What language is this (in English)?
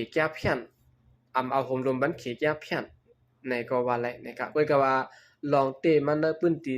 Shan